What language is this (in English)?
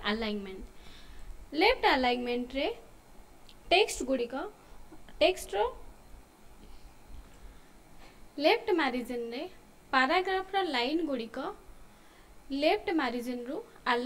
Odia